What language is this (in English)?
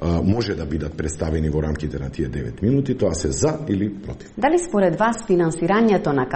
Macedonian